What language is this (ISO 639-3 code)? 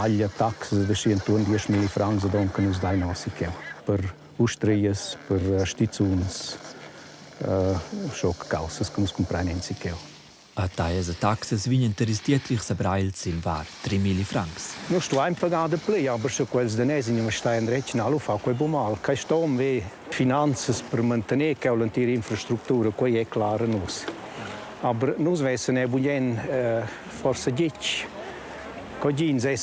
roh